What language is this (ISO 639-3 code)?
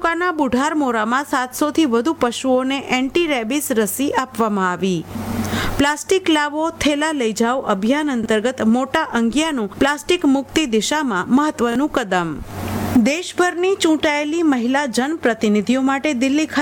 guj